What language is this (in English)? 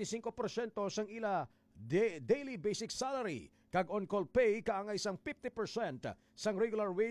Hiligaynon